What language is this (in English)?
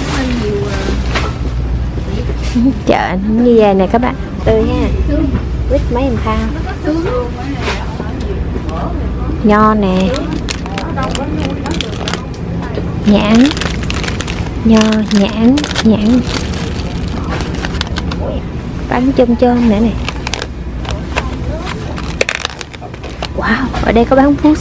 Vietnamese